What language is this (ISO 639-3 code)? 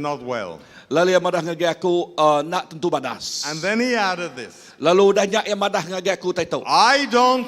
iba